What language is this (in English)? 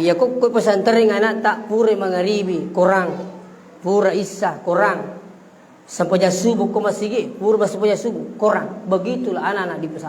Buginese